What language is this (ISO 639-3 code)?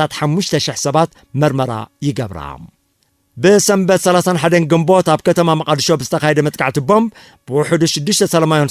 tir